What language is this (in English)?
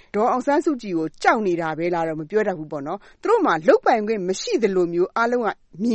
Burmese